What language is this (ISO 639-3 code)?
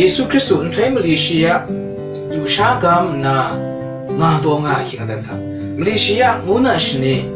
kac